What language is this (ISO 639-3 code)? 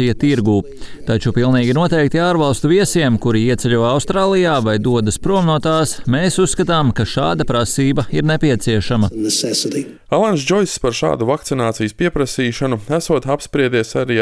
lav